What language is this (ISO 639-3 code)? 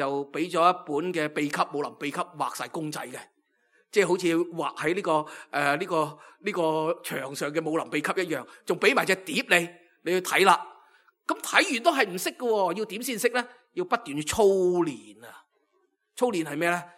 yue